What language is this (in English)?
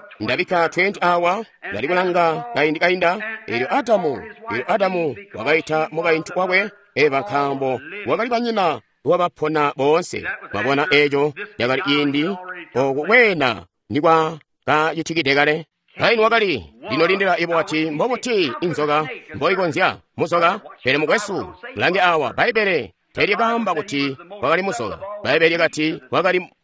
Tonga (Zambia)